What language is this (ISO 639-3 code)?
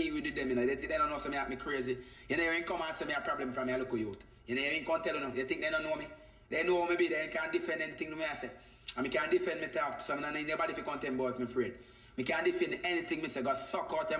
jam